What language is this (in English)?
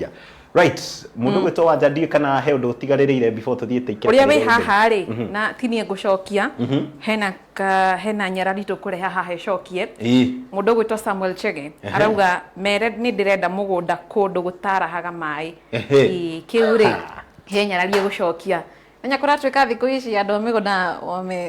Kikuyu